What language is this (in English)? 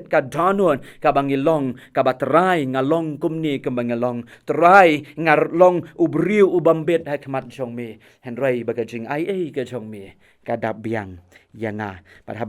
Khasi